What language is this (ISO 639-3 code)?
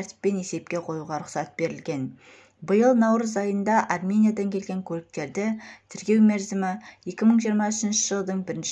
kaz